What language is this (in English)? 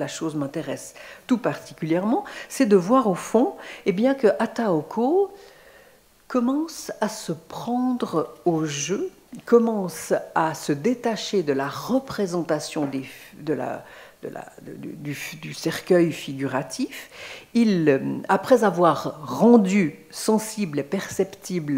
French